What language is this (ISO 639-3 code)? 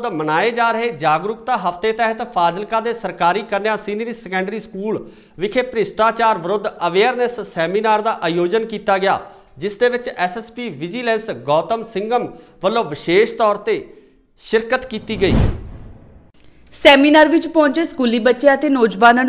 pan